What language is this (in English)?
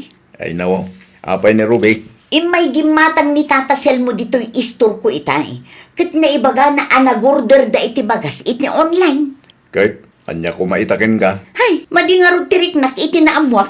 Iloko